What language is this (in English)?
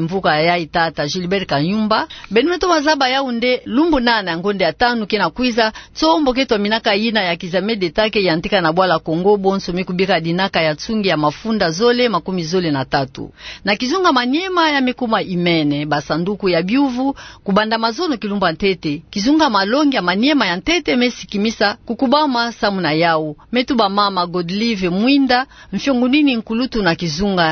Kituba (Democratic Republic of Congo)